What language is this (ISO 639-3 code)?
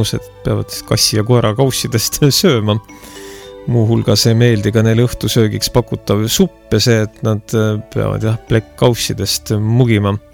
est